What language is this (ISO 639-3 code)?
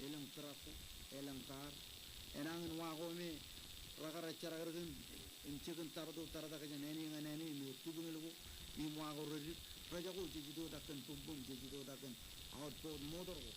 mah